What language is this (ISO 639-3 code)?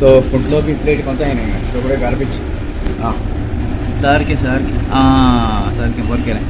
kok